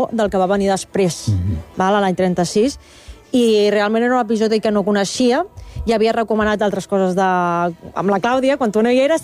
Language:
Catalan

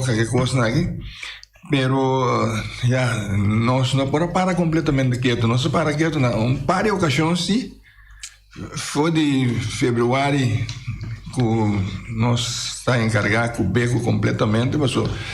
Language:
Papiamento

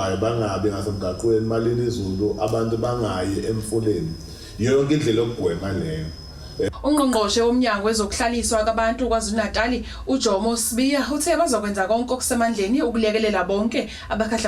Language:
Zulu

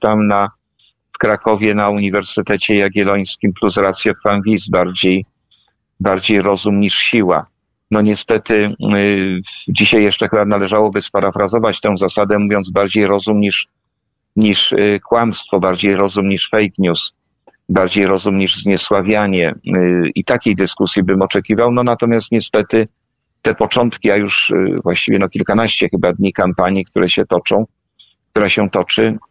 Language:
Polish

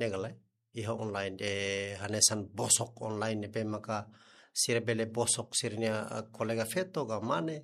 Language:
Tetum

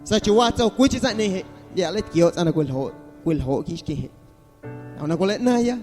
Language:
Guerrero Amuzgo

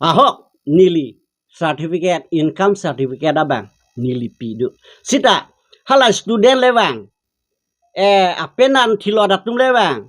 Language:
Karbi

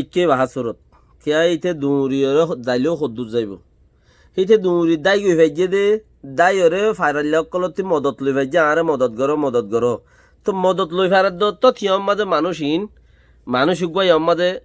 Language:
Rohingya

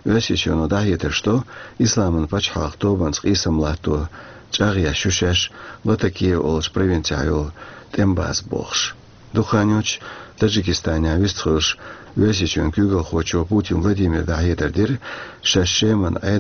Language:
Chechen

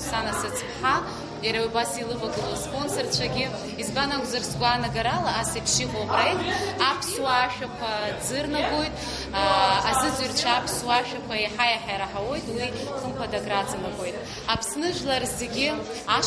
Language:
Abkhazian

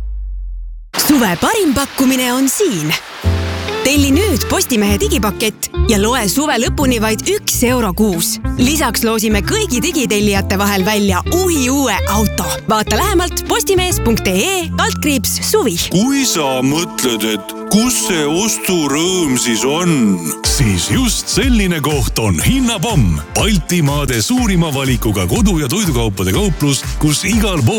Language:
Estonian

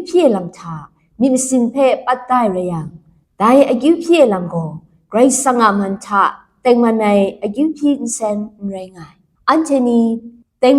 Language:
Kachin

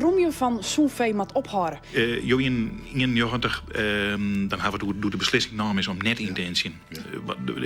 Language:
Western Frisian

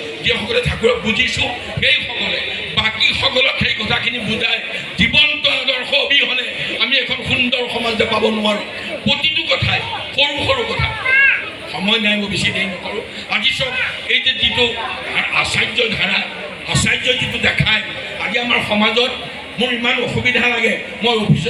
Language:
Assamese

